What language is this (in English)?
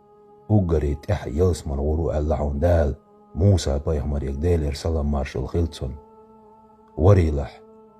Chechen